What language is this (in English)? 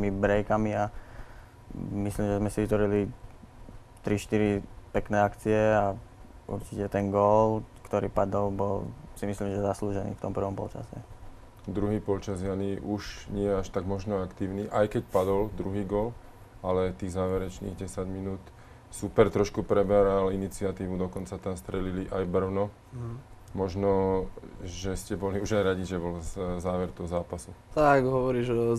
Slovak